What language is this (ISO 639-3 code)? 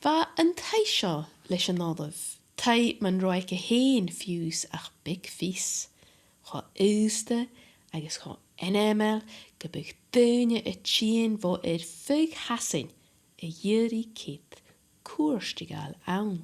gla